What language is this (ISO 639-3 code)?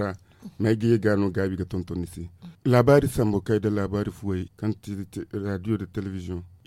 dje